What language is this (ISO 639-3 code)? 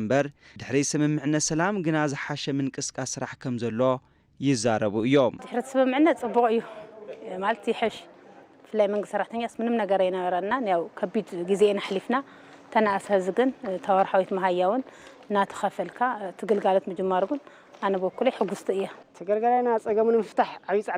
tir